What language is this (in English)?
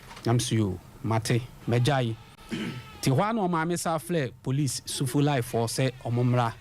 Akan